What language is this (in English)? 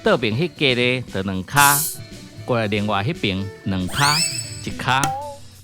Min Nan Chinese